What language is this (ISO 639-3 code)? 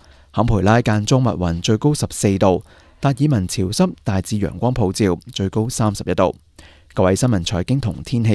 yue